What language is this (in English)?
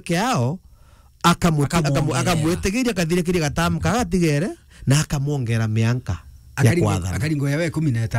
Meru